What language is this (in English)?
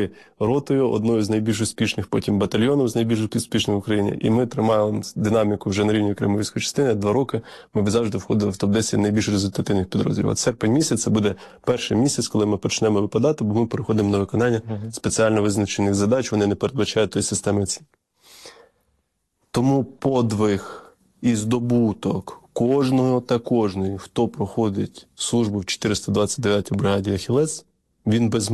Ukrainian